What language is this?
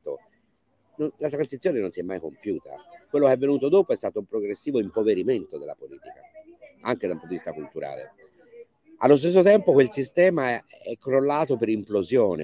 Italian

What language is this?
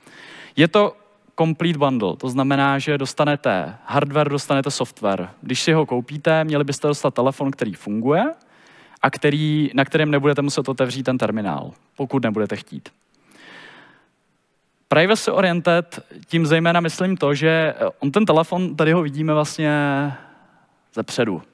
Czech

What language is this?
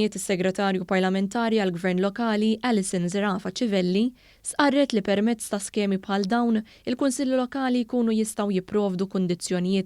Maltese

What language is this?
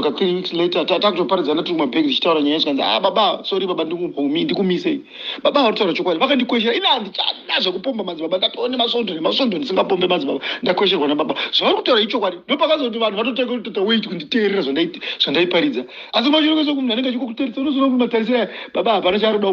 Shona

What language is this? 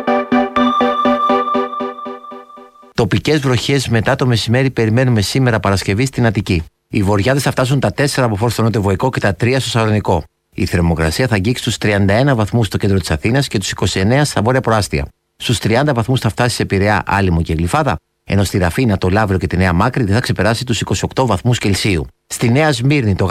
Greek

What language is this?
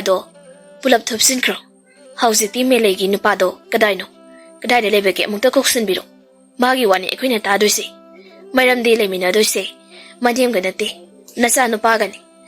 Manipuri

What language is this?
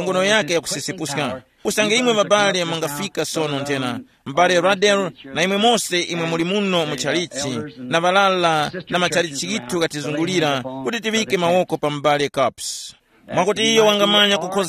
Tumbuka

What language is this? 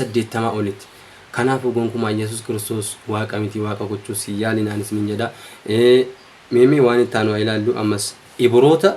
Oromo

